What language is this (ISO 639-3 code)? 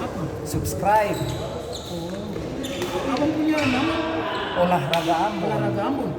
abs